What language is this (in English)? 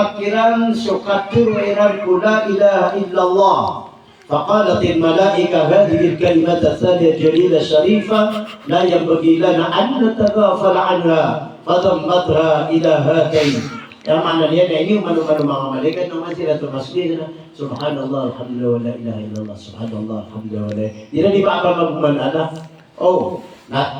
Maranao